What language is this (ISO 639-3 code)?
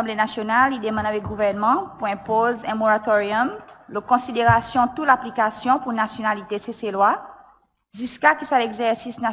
crs